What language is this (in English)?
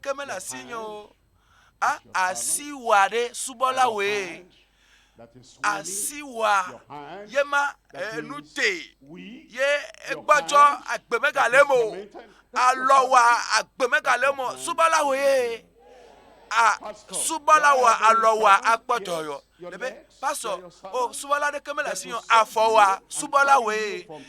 Ewe